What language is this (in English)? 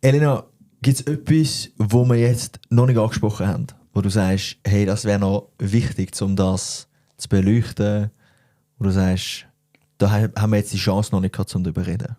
Swiss German